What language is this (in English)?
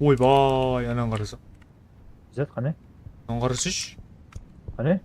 Kara-Kalpak